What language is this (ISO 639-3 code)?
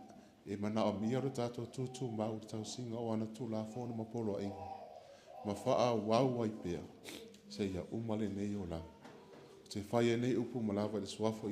smo